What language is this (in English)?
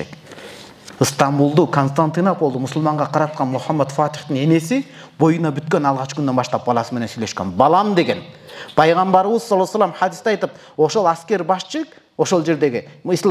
Kyrgyz